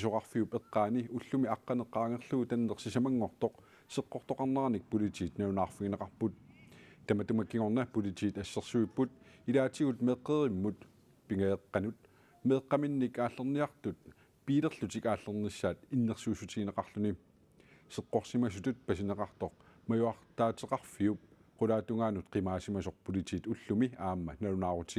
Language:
Kalaallisut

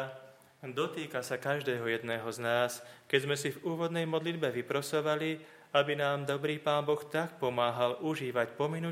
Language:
Slovak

